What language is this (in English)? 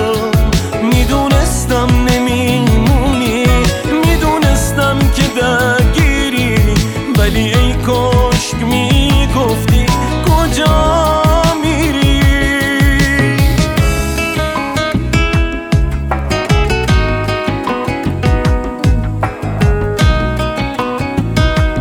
Persian